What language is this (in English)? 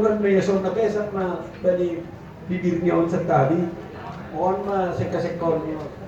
Batak Simalungun